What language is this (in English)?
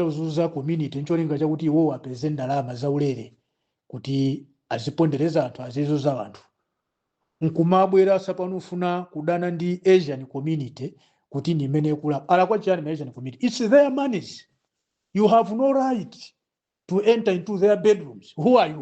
Nyanja